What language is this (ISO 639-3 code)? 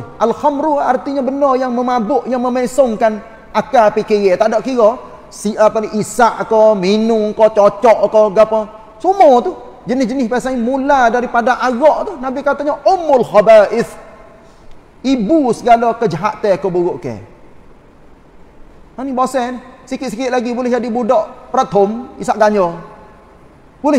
msa